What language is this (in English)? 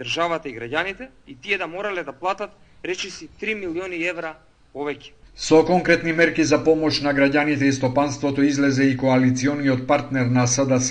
Macedonian